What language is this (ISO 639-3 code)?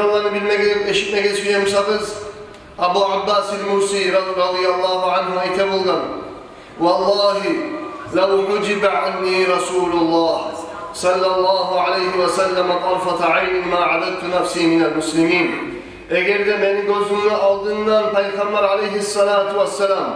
kum